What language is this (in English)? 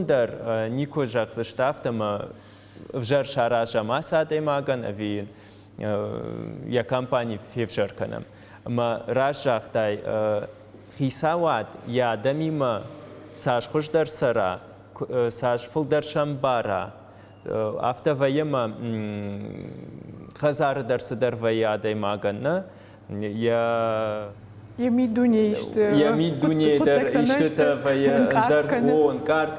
Ossetic